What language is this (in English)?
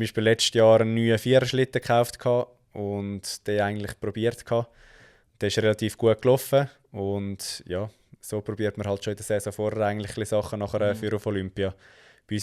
Swiss German